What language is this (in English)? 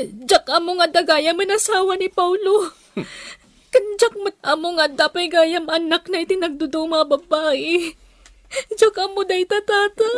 Iloko